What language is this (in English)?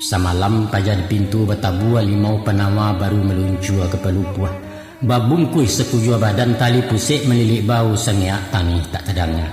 Minangkabau